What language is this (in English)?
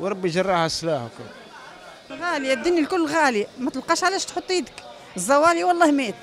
Tunisian Arabic